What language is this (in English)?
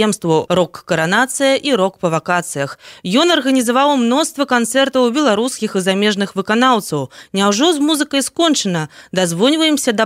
Belarusian